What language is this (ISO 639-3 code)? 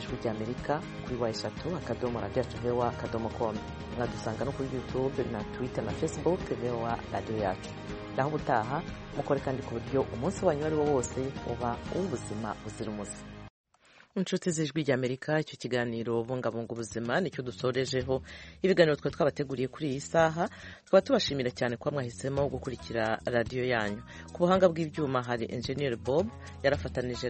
kin